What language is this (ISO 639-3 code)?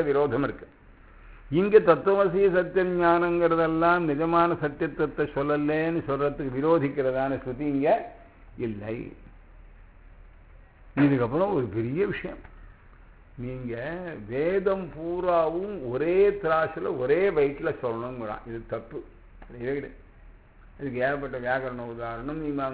tam